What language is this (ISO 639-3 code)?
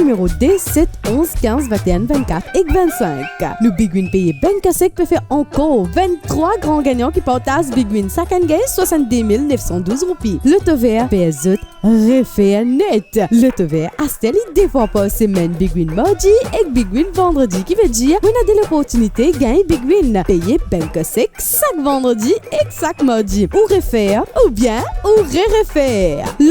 mfe